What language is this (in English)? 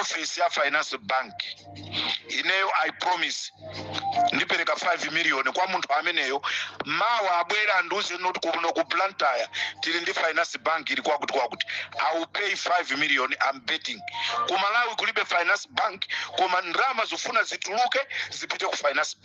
Nyanja